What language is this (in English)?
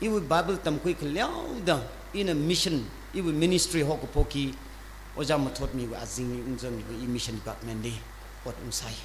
Tangkhul Naga (India)